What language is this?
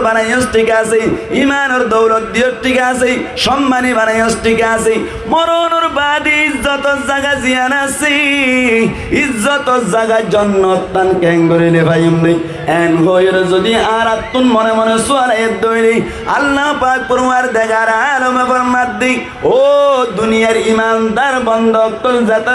Rohingya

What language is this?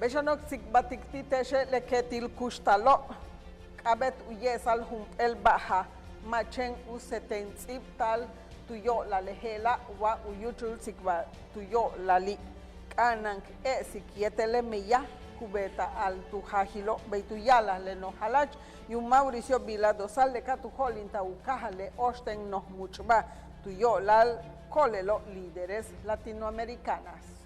Yucateco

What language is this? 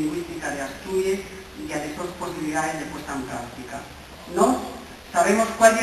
Asturian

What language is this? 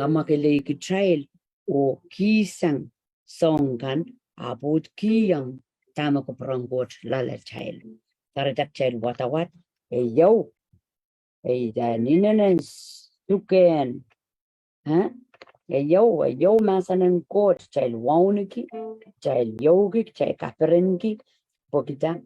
Pohnpeian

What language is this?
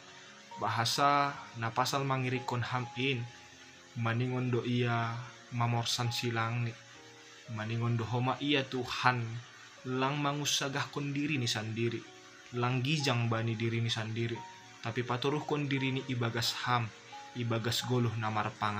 Batak Simalungun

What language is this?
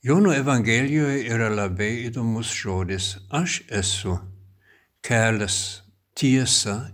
Lithuanian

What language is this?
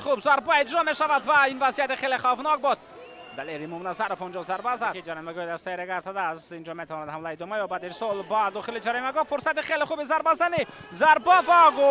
Tajik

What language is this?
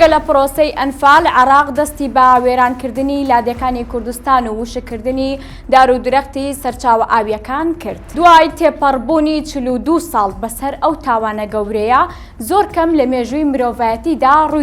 Central Kurdish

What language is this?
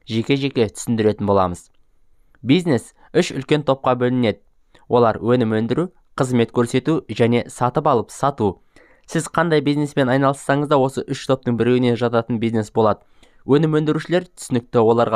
Kazakh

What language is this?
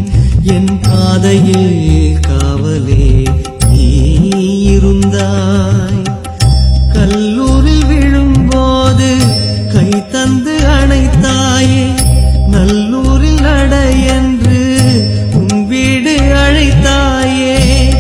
Tamil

